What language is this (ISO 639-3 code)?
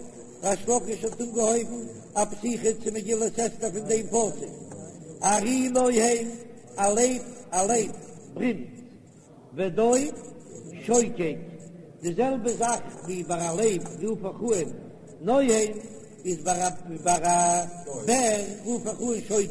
yid